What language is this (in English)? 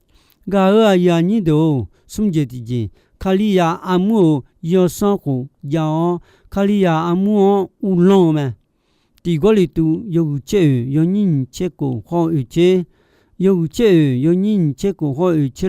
Akha